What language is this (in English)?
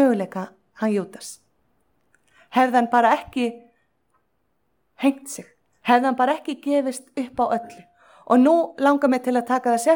Icelandic